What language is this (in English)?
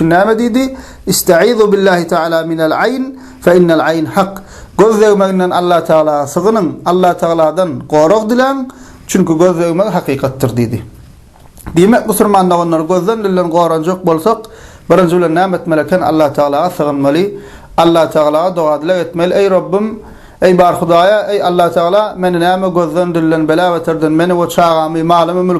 Turkmen